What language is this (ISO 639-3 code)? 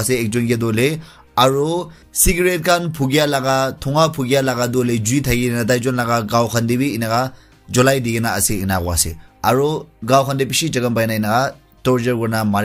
nag